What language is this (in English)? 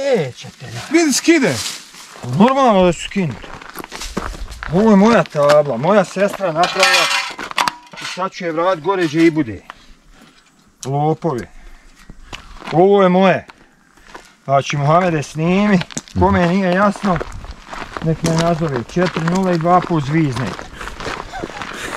Bosnian